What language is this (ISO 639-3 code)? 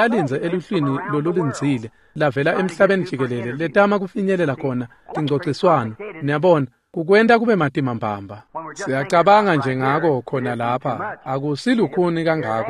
ssw